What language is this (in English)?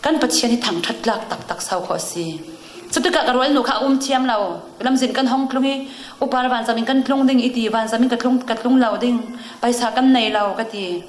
Falam Chin